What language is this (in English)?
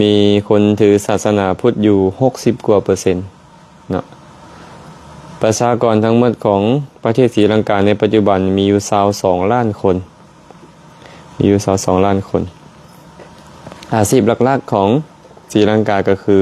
Lao